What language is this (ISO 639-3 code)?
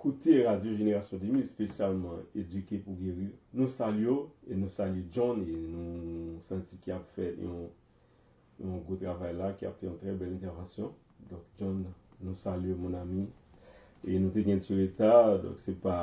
hat